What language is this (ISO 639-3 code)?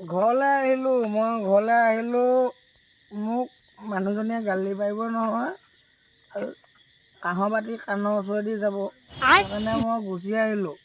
asm